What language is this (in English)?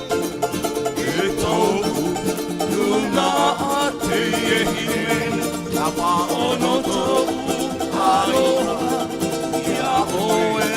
Tahitian